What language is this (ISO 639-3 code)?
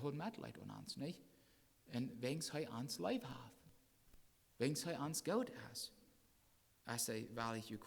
pdt